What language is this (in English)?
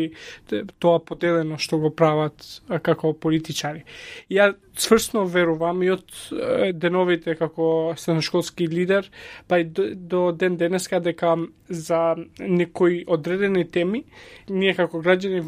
Macedonian